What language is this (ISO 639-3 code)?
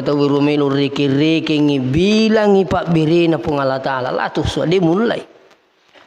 bug